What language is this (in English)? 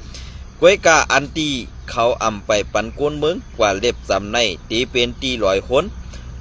Shan